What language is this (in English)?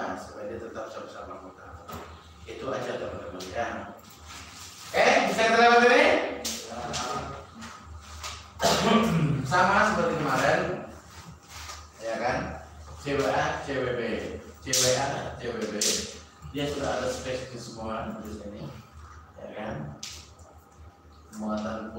Indonesian